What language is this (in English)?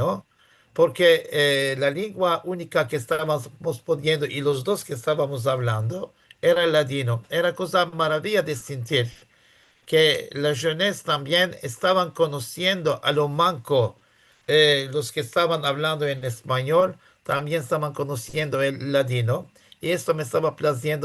Ladino